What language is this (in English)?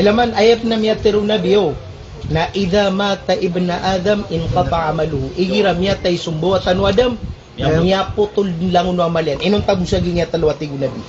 Maranao